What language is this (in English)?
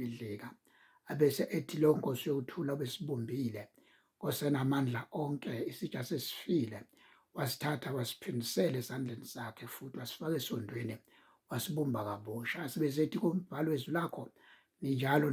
Zulu